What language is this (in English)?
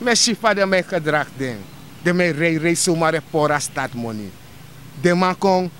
Sranan Tongo